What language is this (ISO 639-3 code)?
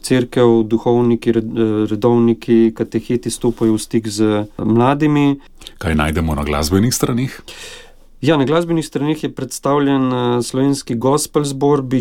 slv